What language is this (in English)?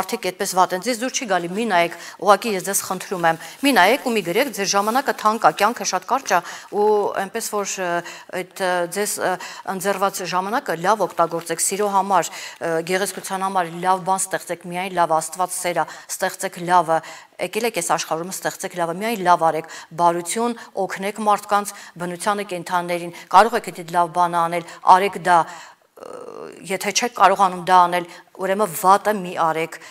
Armenian